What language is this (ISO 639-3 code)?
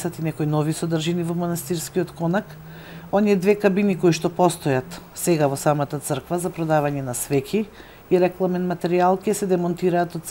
mkd